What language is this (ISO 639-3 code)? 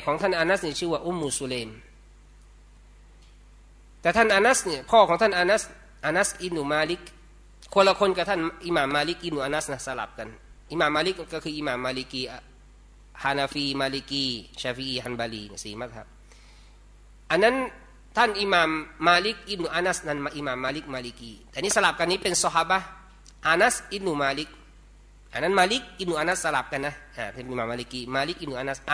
tha